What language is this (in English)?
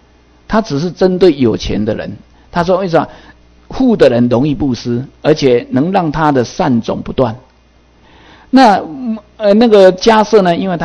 Chinese